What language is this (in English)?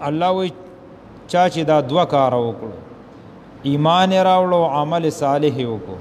Pashto